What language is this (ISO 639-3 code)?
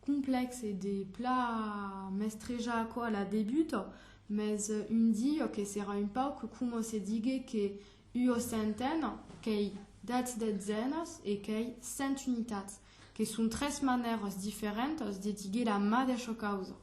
oci